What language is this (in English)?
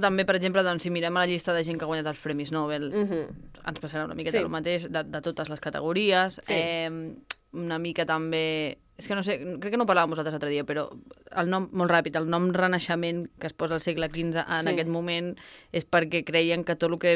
Catalan